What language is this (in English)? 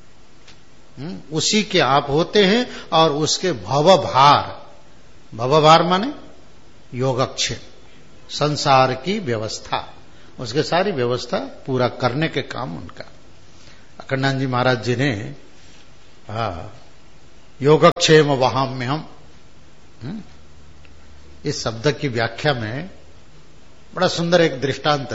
Hindi